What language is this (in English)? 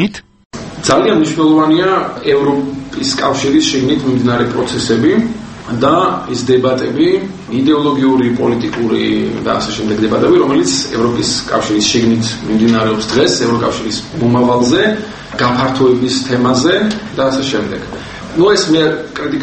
Georgian